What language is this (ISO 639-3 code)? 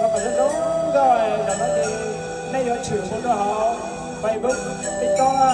hmn